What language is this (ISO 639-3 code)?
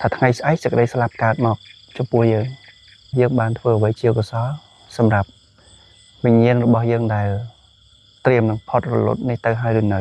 khm